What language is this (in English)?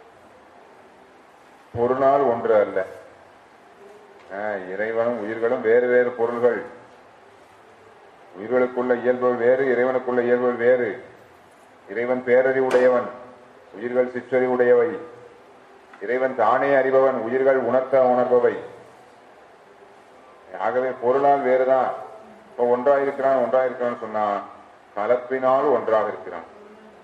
Tamil